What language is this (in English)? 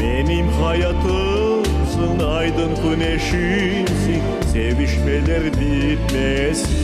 Crimean Tatar